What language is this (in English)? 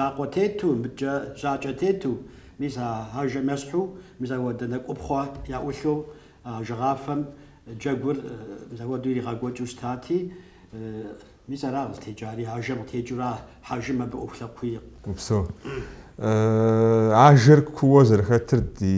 Kabardian